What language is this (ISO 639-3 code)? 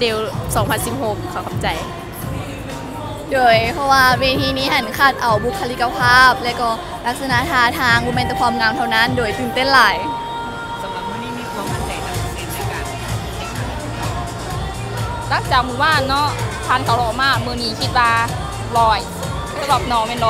lao